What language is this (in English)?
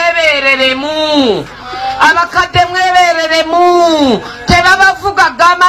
Ganda